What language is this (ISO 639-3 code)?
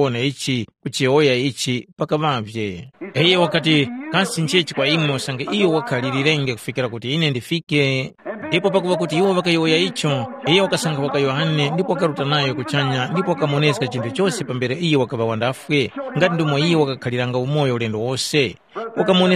tum